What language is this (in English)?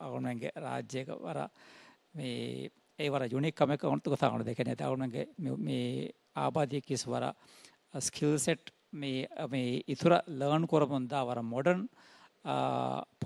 Divehi